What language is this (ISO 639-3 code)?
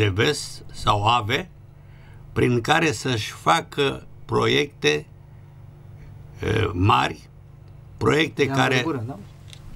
ron